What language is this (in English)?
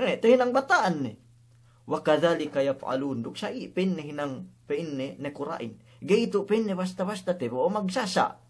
Yakan